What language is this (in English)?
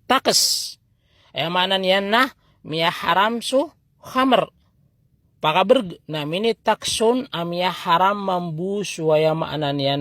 Maranao